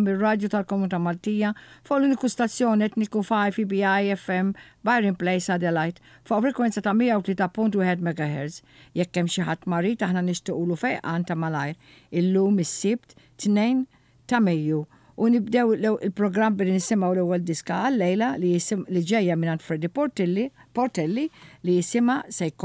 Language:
Maltese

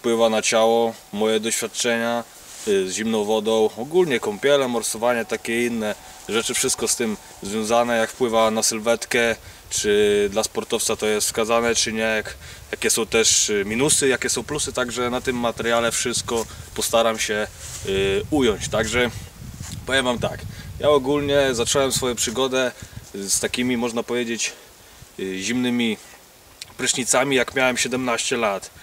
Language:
Polish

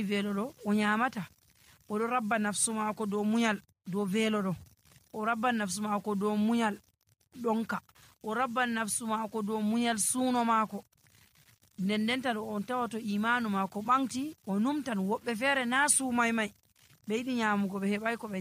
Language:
Nigerian Fulfulde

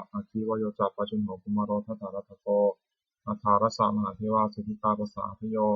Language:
Pali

